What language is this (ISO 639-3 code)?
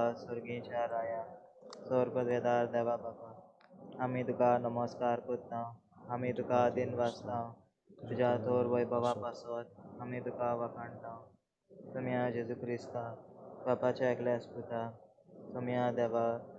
kok